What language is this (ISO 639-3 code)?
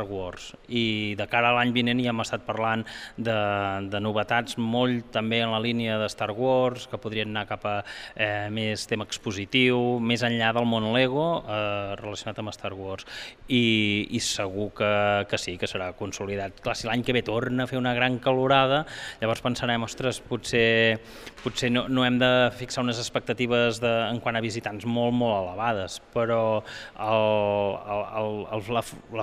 cat